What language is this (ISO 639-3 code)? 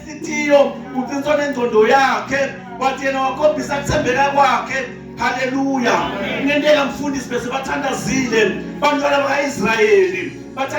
zul